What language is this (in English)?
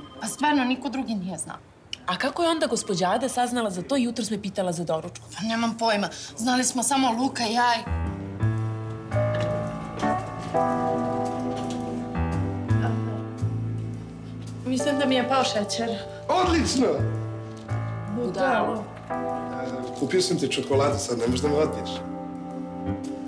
Serbian